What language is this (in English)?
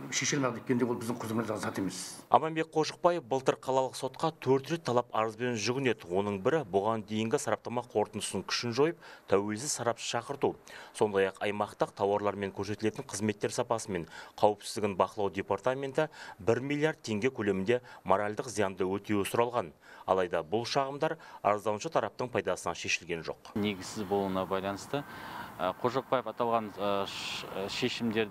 Kazakh